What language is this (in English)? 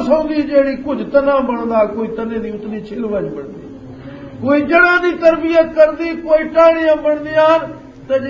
Western Panjabi